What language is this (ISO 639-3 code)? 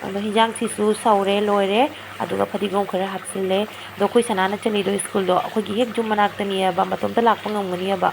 mni